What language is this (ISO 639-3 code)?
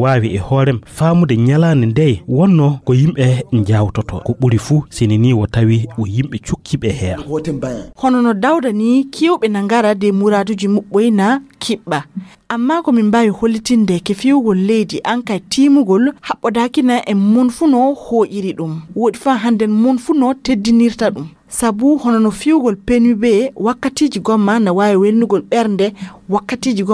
ful